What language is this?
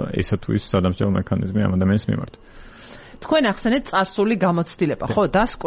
Georgian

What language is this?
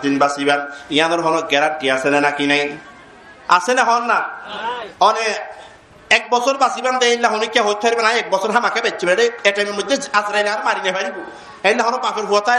Rohingya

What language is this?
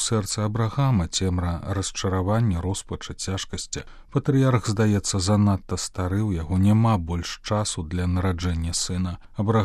Belarusian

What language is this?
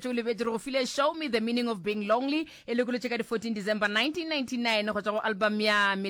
Northern Sotho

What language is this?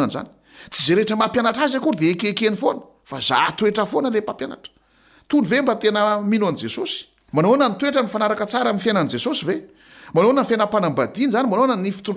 Malagasy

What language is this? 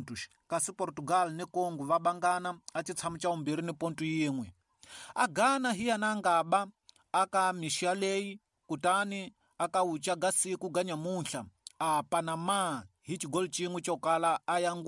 Tsonga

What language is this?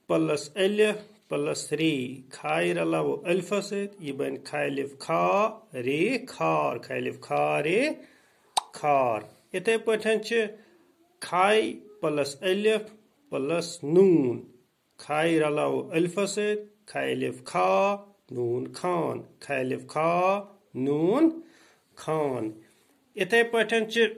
Kashmiri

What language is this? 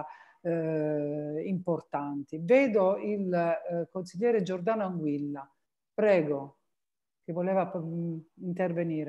Italian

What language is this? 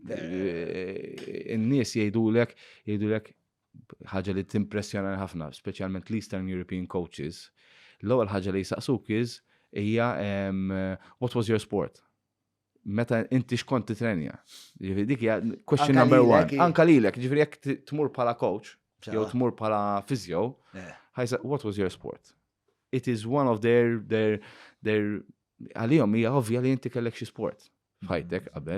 Maltese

